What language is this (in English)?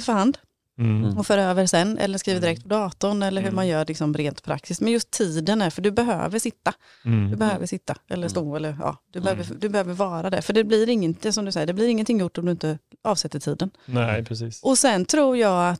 Swedish